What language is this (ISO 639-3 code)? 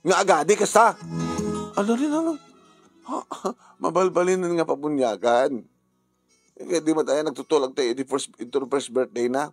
ilo